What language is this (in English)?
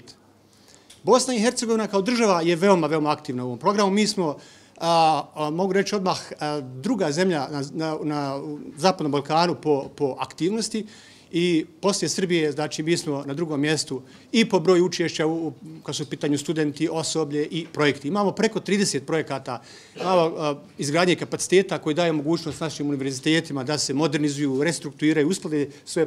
Bosnian